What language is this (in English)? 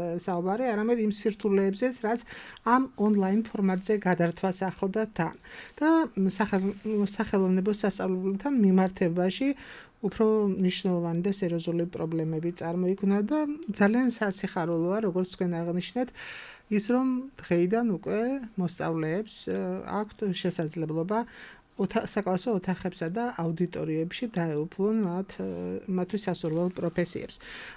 Georgian